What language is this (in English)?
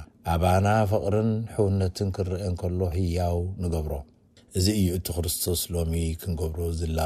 Tigrinya